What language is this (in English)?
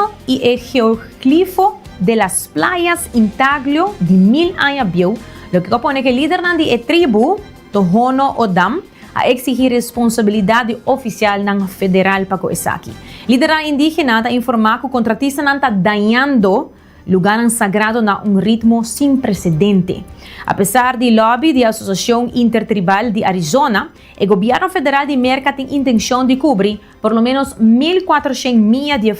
Papiamento